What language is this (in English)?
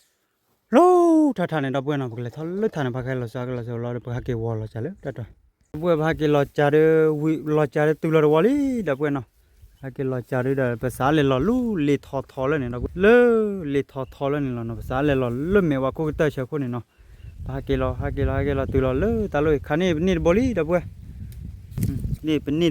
S'gaw Karen